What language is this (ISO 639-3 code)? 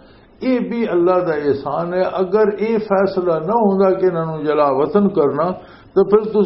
lah